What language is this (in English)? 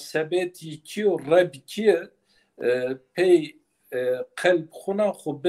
Zaza